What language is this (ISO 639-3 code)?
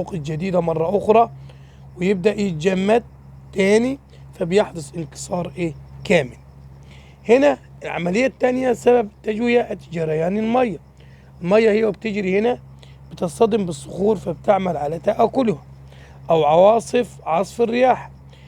arz